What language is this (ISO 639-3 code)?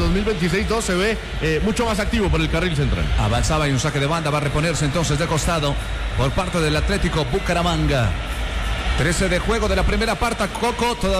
spa